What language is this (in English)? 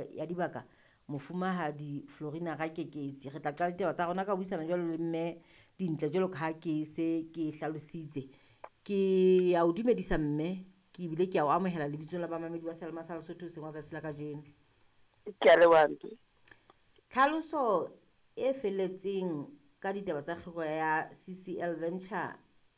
Southern Sotho